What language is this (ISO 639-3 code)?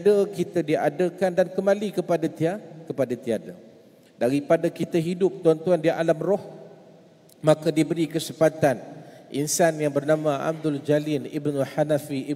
msa